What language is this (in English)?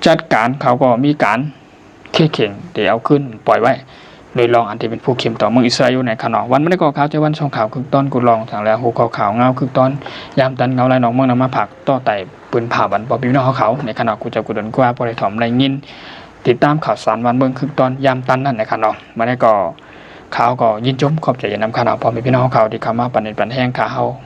Shan